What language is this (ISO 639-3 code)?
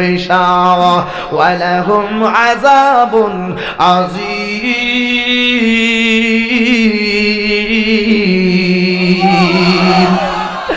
ben